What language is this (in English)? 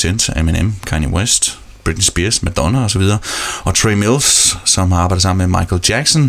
Danish